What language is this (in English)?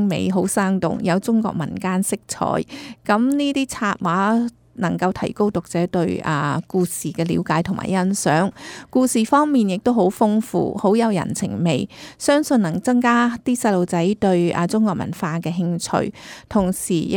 Cantonese